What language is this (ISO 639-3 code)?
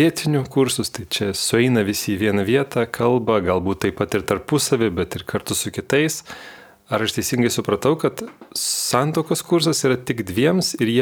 lit